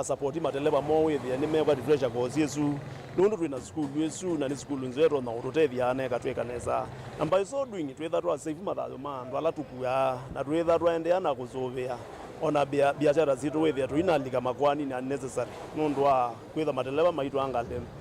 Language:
Kamba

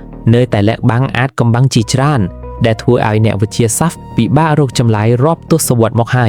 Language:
Khmer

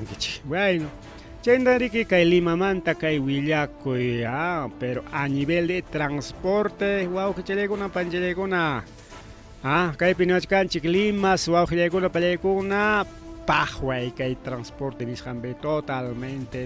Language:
Ayacucho Quechua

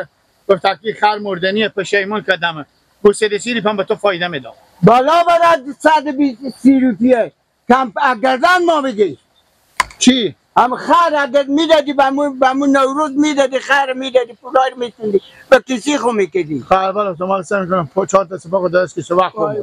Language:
Persian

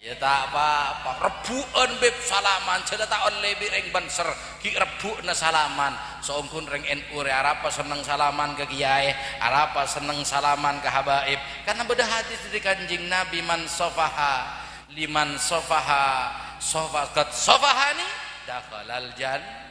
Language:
Madurese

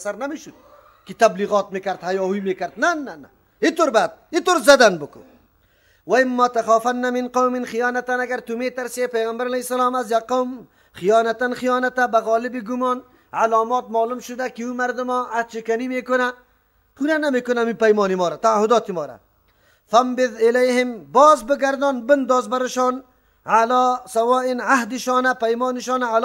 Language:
Persian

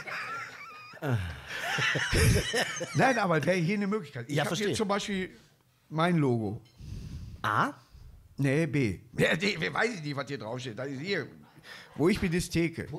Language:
German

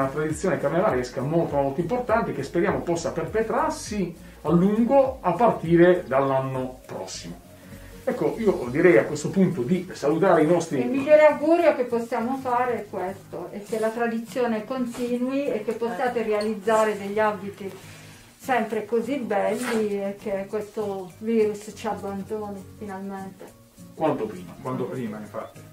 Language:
Italian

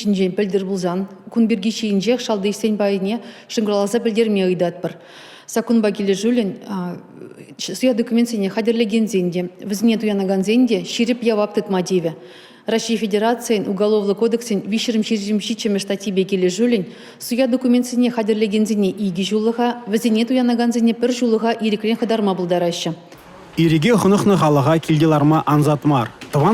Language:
Chuvash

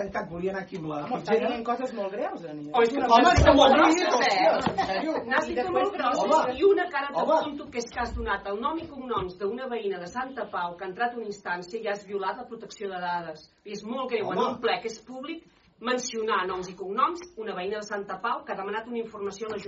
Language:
Catalan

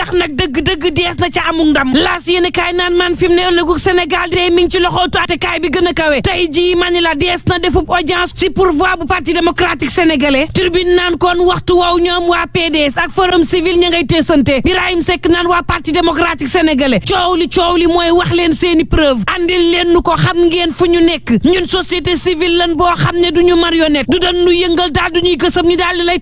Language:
Wolof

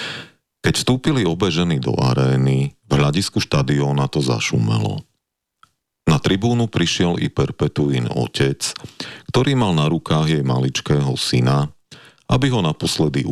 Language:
Slovak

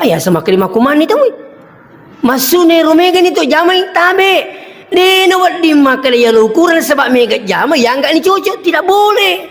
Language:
Buginese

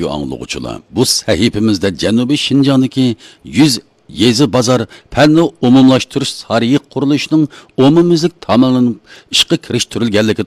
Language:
Uyghur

